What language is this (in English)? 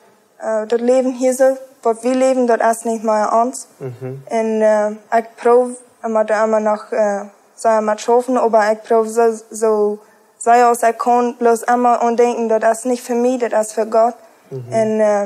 Plautdietsch